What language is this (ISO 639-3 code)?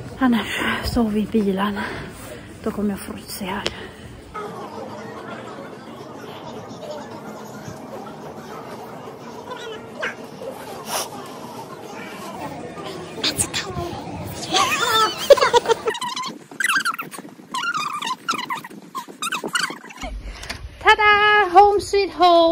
swe